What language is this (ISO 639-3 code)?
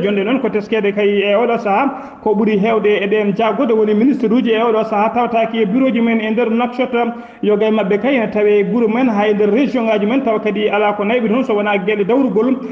ful